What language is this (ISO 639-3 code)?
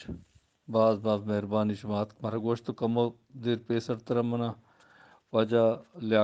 bgp